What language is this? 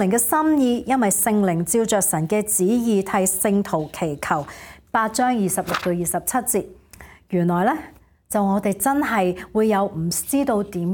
Cantonese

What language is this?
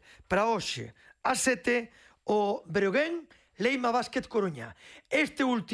Galician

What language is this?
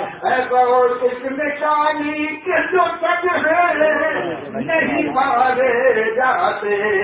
Urdu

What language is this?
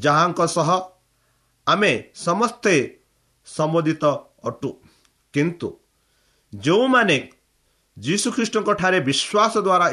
Odia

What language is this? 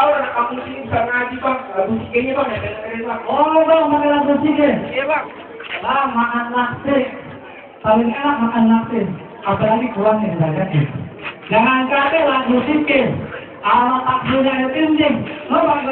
Betawi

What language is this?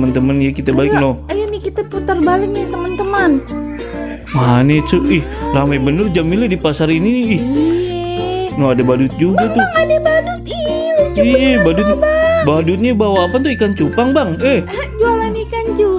Betawi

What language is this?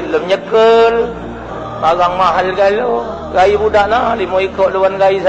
Musi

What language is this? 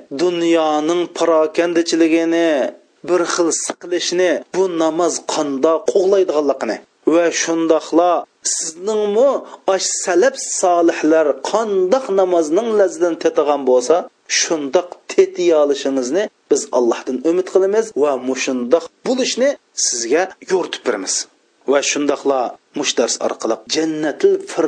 Uyghur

